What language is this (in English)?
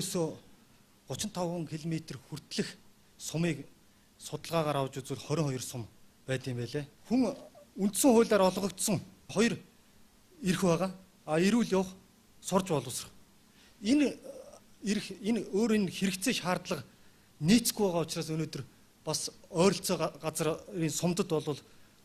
Mongolian